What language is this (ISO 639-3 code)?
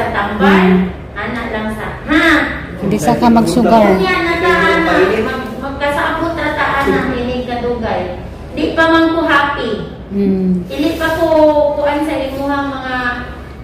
ceb